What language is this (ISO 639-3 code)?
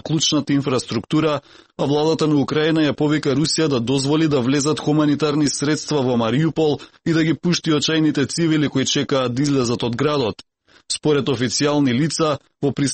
mkd